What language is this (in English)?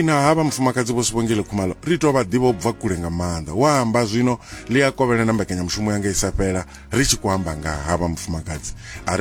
Venda